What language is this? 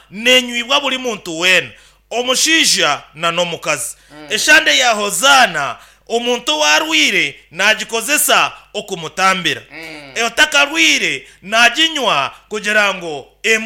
Nyankole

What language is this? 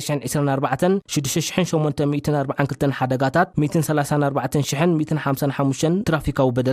Tigrinya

